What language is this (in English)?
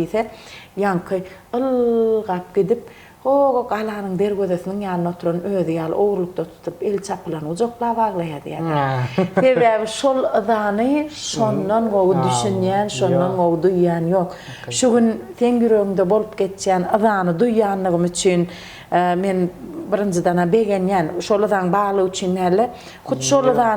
Turkmen